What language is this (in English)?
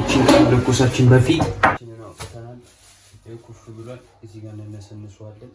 Amharic